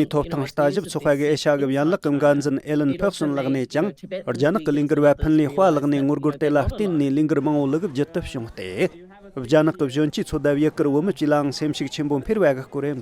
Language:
Tibetan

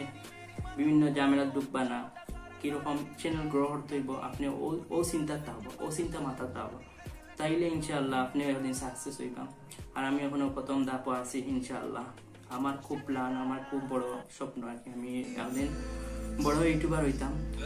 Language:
Sylheti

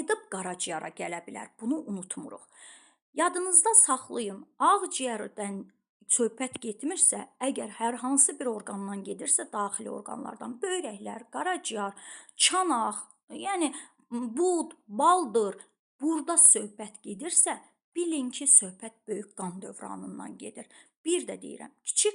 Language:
Azerbaijani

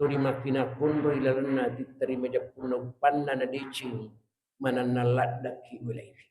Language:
Buginese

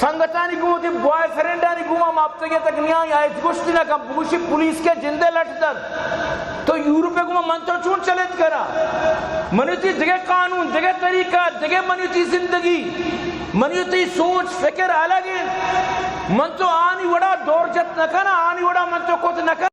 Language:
Eastern Balochi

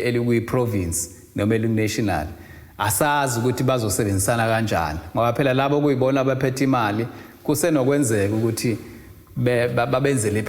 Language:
Zulu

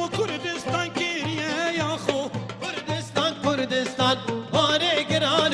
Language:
Kurdish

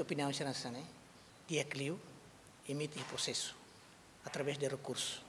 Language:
Tetum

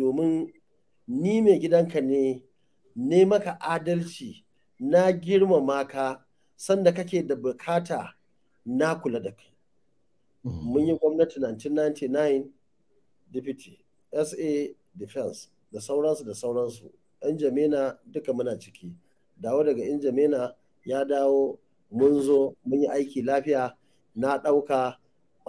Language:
Hausa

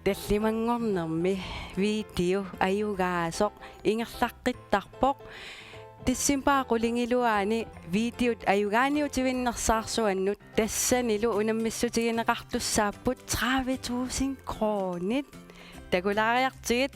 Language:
Kalaallisut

